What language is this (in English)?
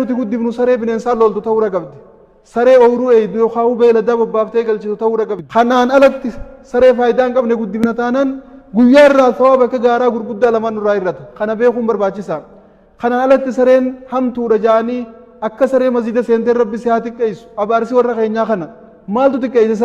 Oromo